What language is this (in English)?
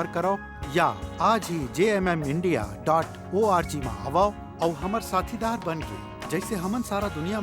Chhattisgarhi